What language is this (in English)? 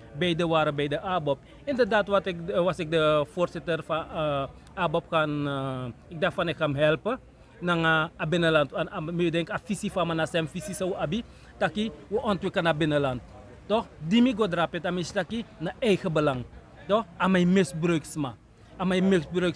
Sranan Tongo